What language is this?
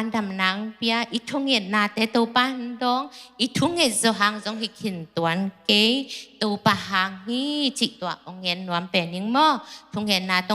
Tedim Chin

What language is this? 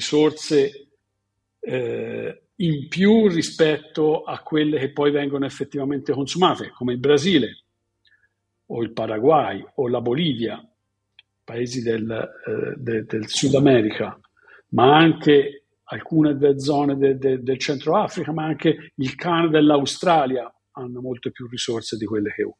Italian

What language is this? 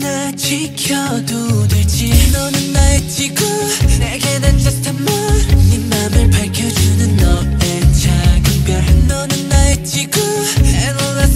Korean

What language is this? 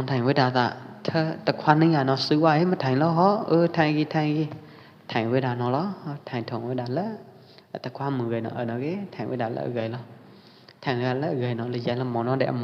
Pwo Eastern Karen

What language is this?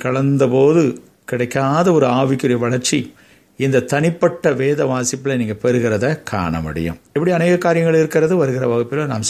Tamil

